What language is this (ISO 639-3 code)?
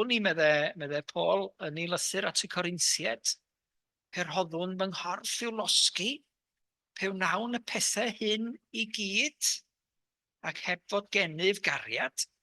cym